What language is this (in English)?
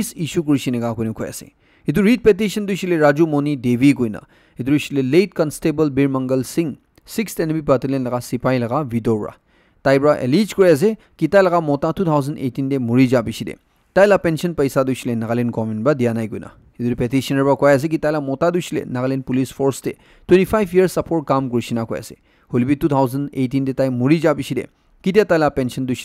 Naga Pidgin